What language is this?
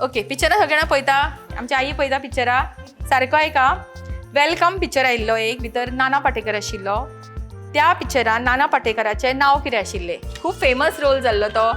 Konkani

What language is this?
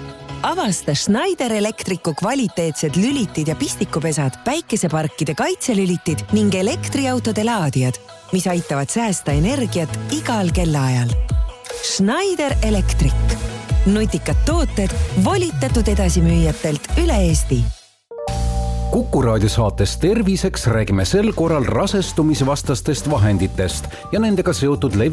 Estonian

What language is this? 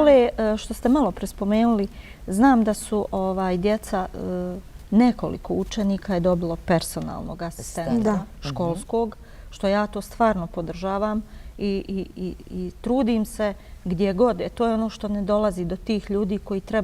Bosnian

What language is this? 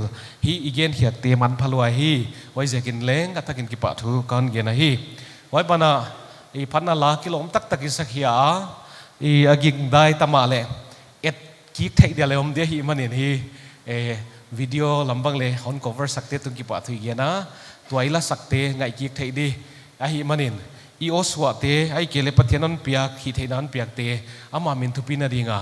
Paite Chin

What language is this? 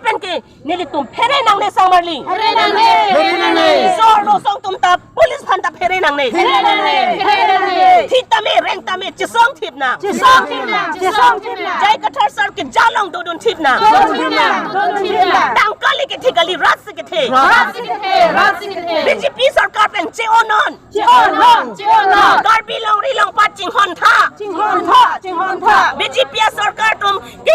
Karbi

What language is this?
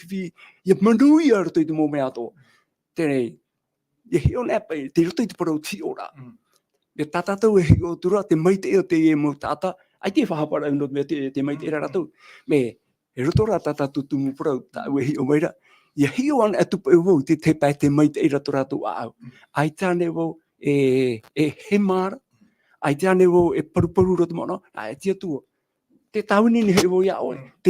Tahitian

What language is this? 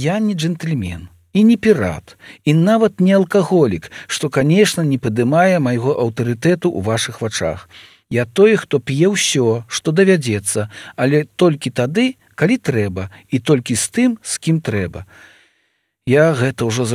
Belarusian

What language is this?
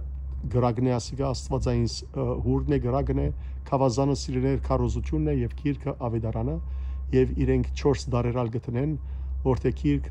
Western Armenian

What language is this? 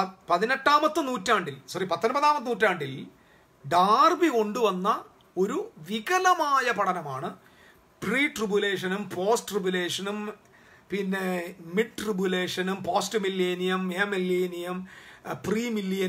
Malayalam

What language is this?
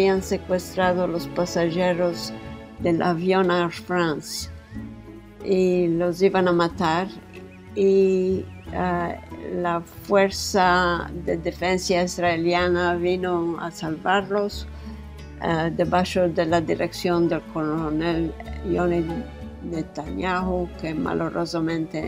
Ladino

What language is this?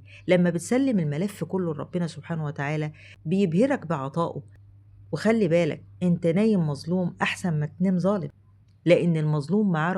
Egyptian Arabic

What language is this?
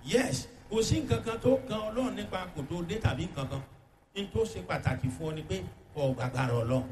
Yoruba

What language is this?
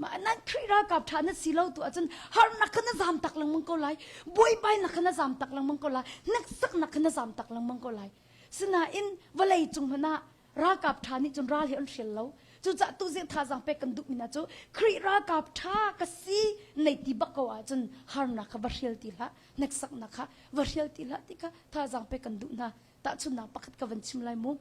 Hakha Chin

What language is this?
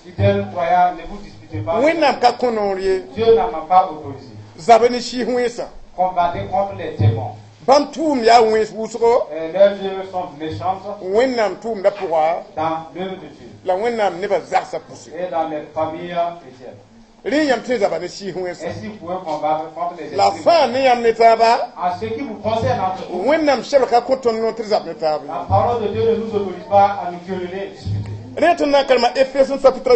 Mossi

